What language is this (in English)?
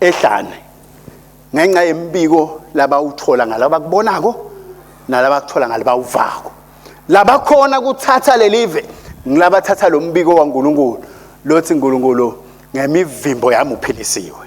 Swati